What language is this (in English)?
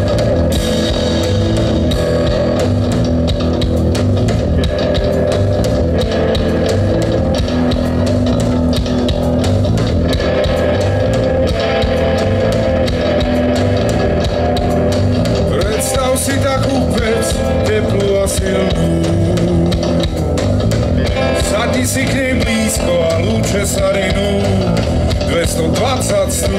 Slovak